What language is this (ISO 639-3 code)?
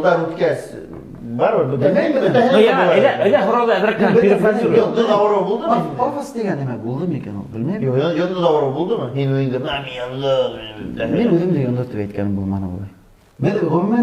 bak